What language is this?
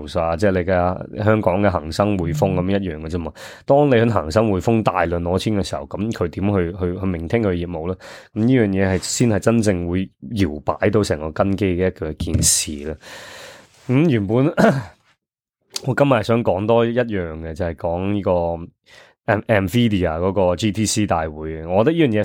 Cantonese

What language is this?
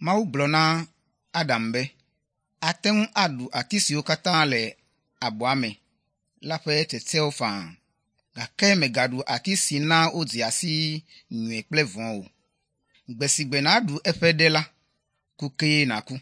Ewe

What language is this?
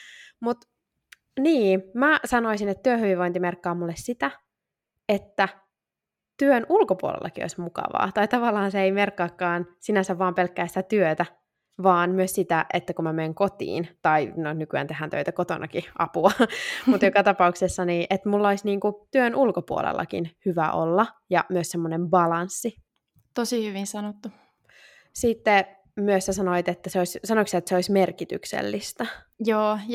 Finnish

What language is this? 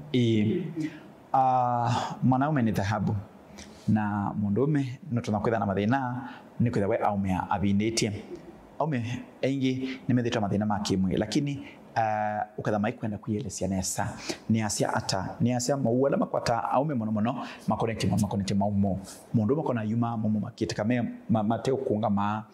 Kamba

